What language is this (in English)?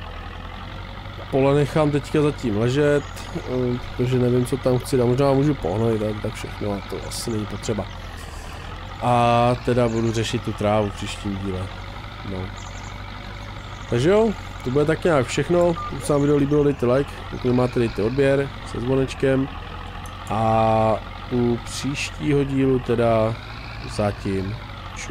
Czech